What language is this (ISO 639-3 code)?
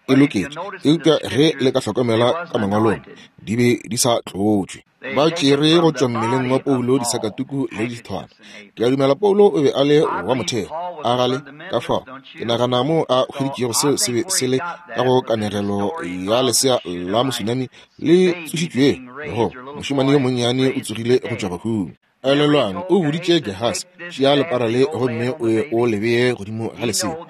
nso